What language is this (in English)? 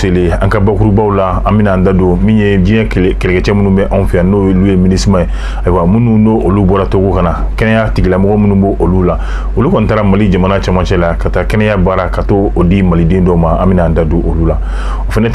Bambara